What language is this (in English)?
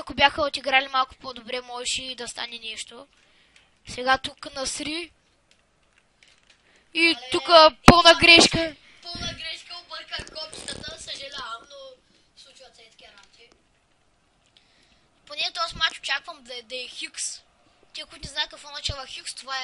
Bulgarian